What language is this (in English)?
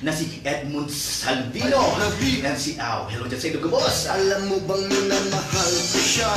Bikol